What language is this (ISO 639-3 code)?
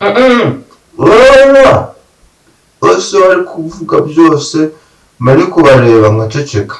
kin